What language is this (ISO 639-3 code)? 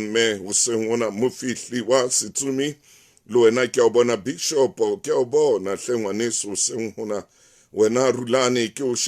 sot